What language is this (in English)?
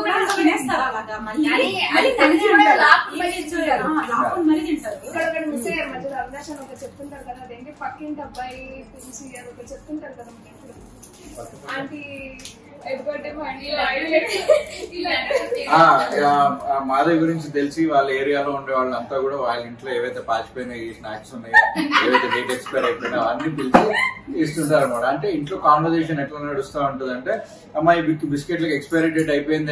Telugu